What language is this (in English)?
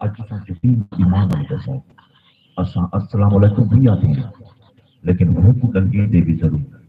Saraiki